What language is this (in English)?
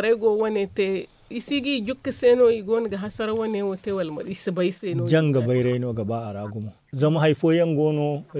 Zarma